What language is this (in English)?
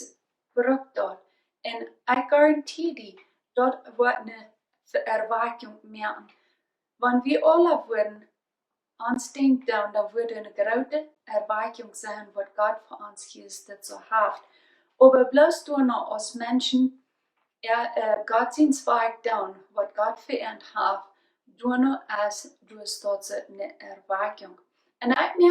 Plautdietsch